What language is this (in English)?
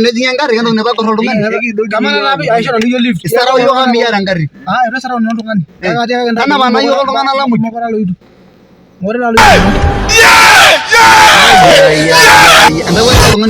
Masai